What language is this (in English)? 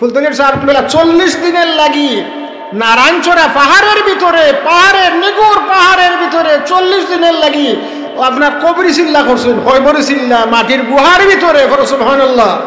Sylheti